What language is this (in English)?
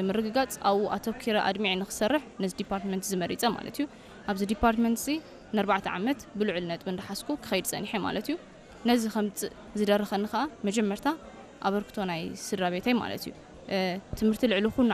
Tigrinya